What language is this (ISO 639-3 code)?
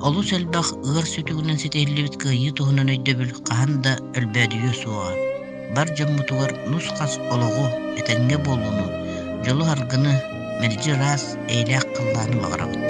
sah